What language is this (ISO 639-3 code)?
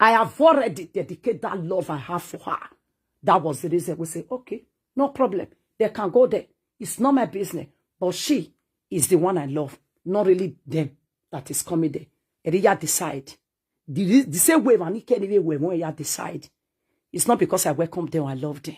pcm